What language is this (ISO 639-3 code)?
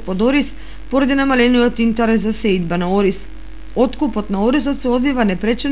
mkd